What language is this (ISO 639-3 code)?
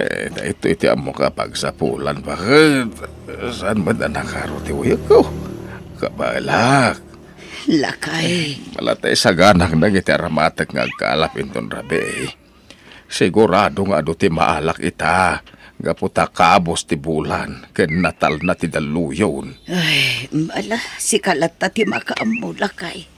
ilo